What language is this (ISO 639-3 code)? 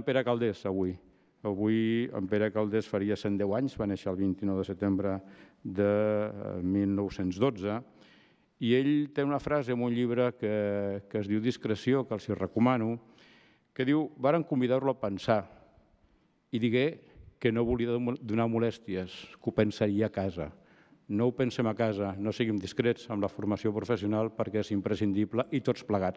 cat